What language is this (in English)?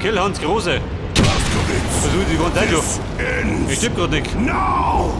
Bavarian